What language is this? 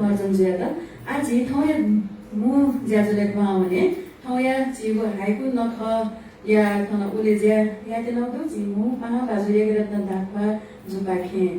Newari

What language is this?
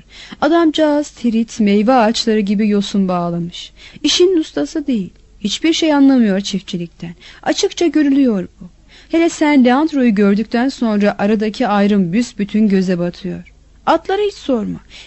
Turkish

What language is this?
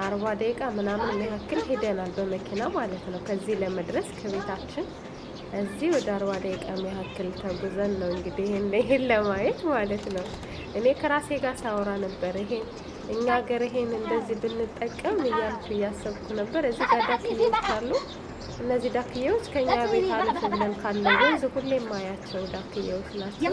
Amharic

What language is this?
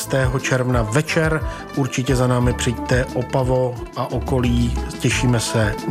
Czech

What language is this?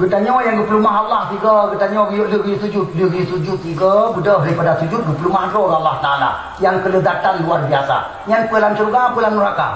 Achinese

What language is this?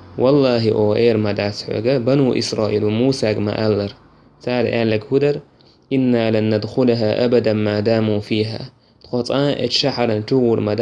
Chechen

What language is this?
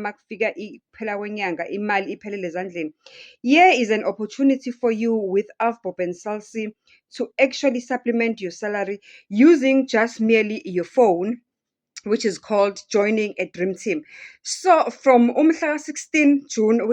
Zulu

